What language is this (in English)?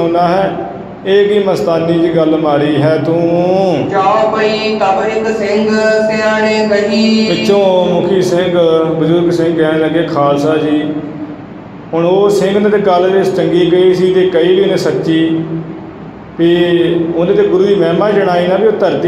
Punjabi